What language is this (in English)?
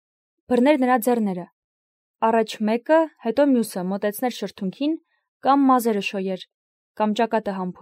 Armenian